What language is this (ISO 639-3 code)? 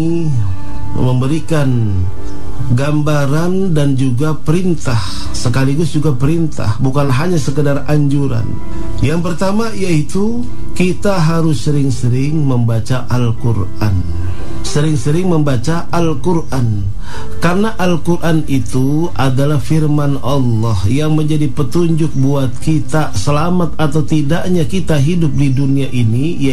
ind